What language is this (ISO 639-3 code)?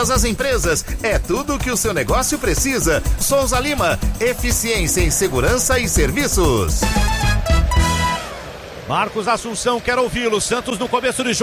por